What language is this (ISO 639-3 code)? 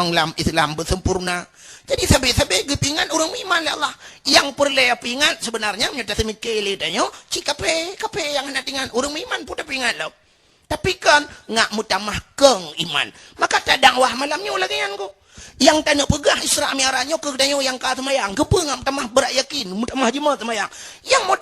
ace